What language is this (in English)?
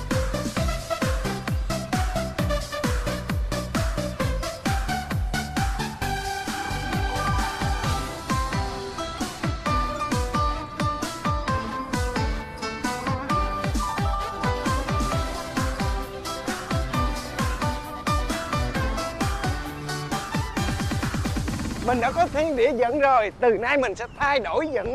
Vietnamese